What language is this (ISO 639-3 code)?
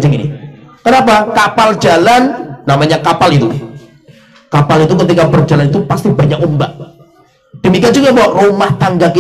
ind